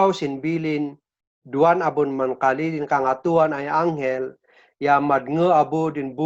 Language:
Kankanaey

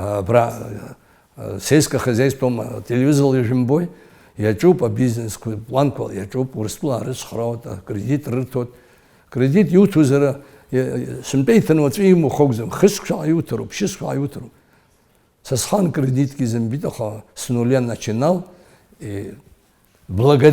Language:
Abkhazian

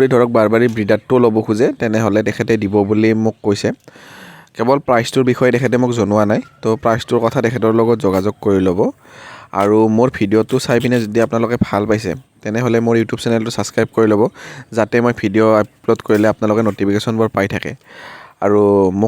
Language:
Assamese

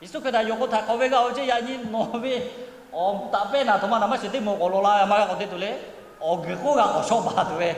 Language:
Lahu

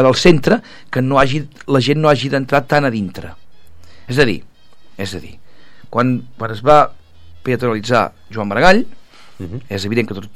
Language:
Catalan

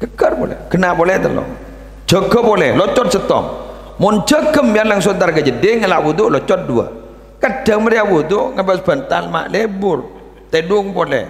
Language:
Madurese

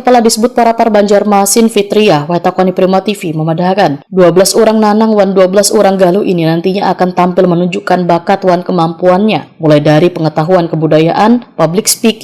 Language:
Banjar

